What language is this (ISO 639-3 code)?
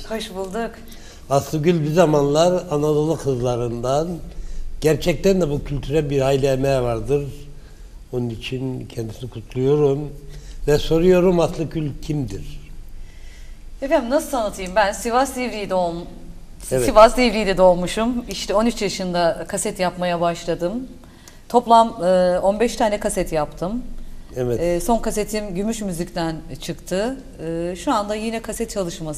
tur